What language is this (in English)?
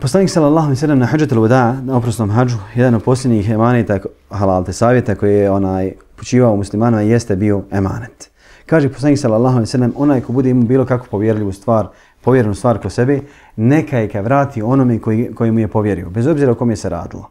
Bosnian